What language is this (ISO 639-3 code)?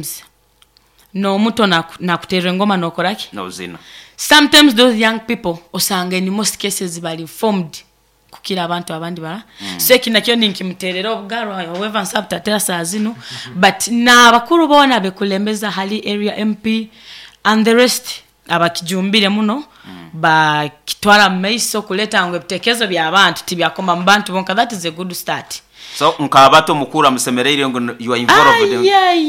nyo